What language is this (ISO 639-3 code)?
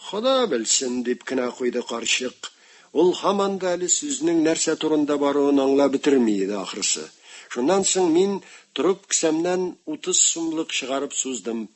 tat